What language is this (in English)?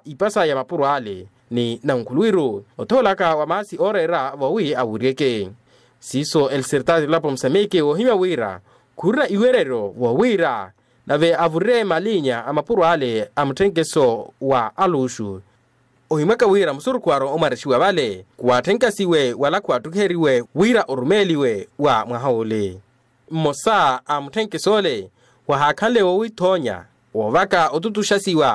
Makhuwa